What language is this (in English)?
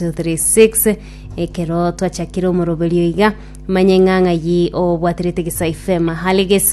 Gusii